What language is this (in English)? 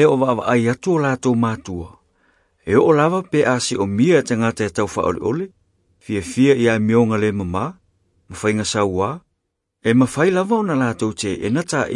Samoan